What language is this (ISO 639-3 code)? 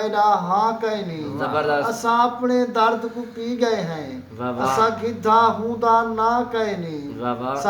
skr